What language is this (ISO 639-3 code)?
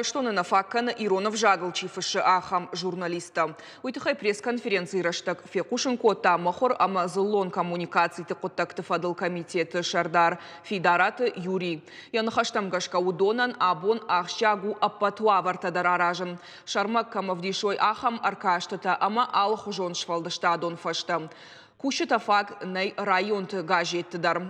oss